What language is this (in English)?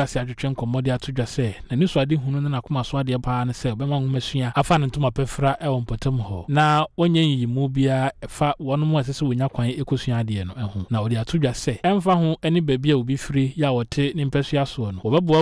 Akan